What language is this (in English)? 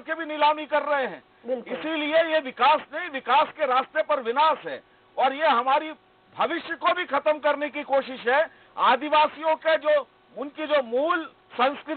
Hindi